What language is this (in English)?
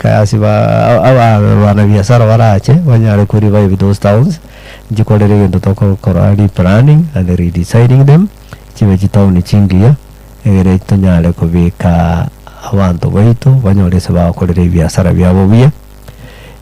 Gusii